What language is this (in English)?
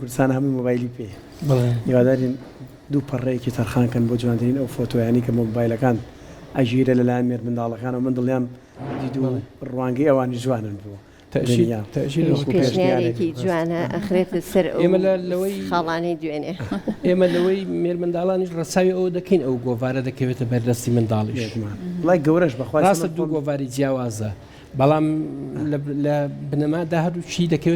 Central Kurdish